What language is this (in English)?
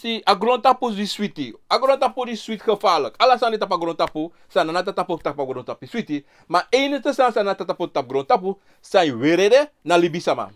Sranan Tongo